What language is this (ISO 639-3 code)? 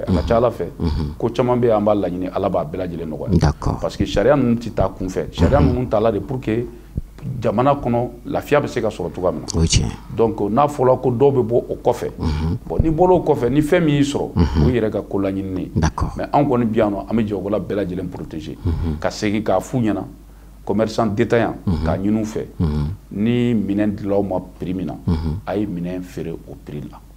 bam